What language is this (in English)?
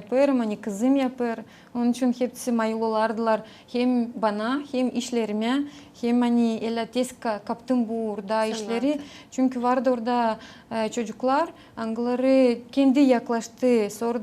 Gagauz